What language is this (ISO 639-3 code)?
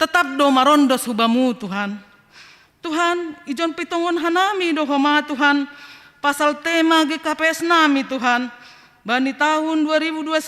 bts